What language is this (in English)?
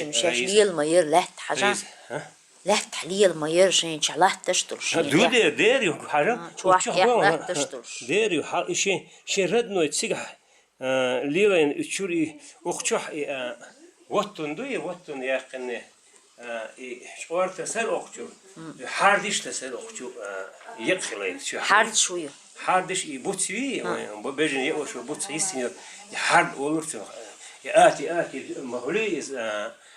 Chechen